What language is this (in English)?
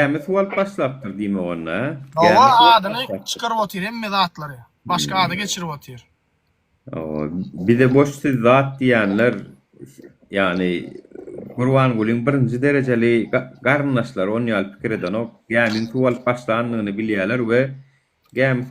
Turkmen